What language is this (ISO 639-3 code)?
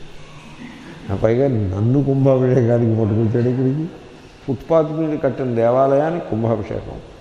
tel